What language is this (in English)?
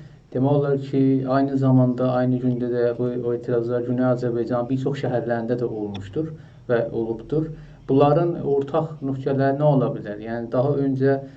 South Azerbaijani